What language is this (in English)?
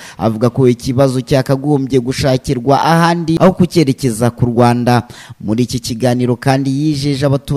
Kinyarwanda